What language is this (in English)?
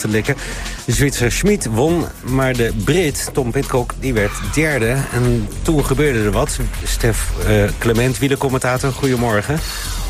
Dutch